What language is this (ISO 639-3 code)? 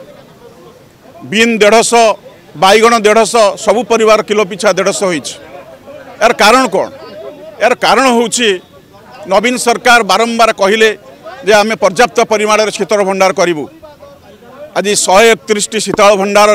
ori